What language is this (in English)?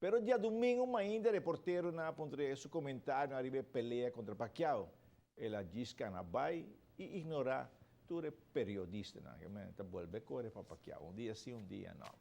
Papiamento